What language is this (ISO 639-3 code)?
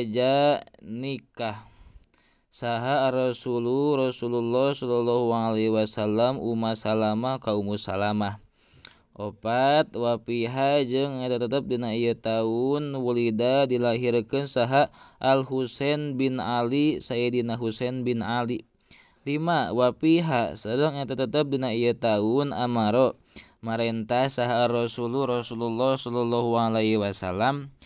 sun